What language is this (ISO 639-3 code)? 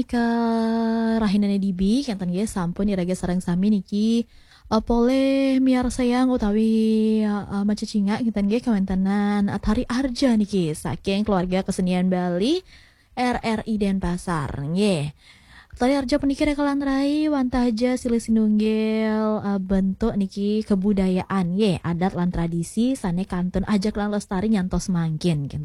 ban